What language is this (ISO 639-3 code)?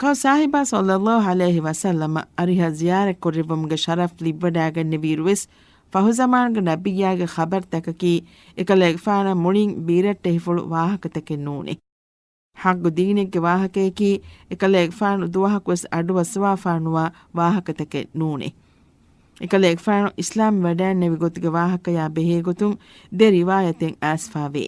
div